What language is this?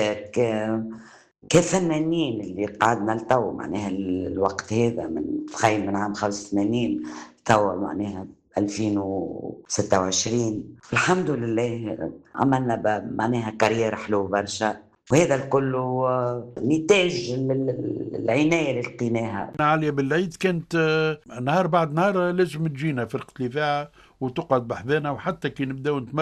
Tunisian Arabic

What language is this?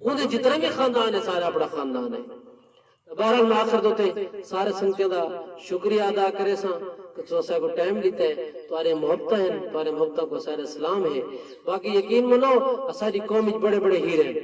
Saraiki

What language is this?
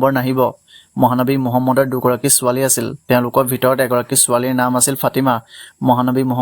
Assamese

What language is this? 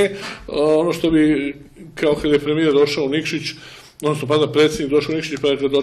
Serbian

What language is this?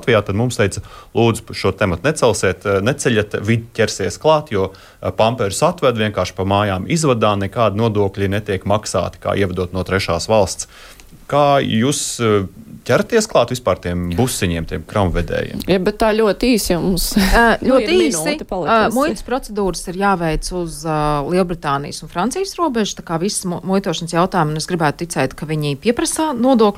Latvian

